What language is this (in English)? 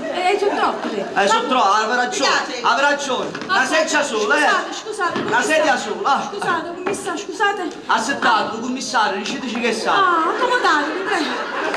Neapolitan